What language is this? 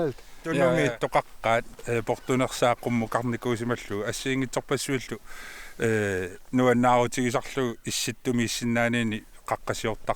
Kalaallisut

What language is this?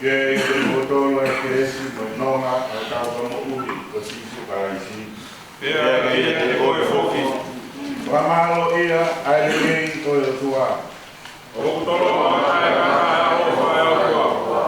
Tongan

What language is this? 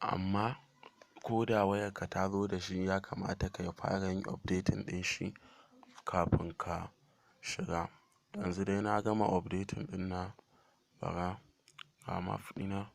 Hausa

